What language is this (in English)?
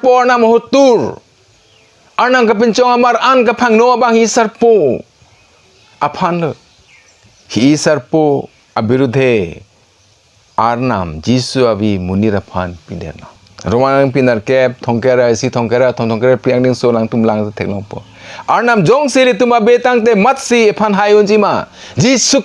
Karbi